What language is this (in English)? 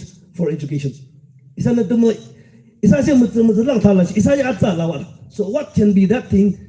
Yimchungru Naga